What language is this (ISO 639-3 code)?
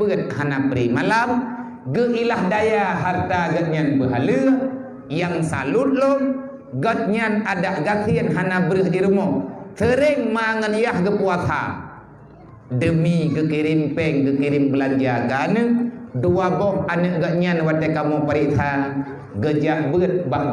ace